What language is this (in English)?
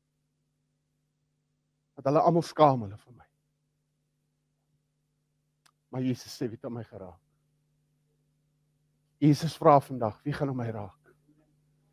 Afrikaans